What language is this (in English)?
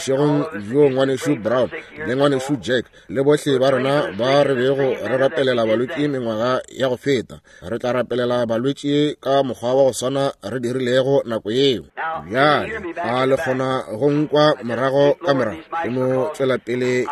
Northern Sotho